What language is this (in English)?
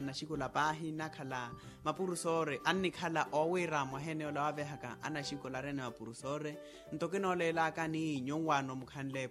Makhuwa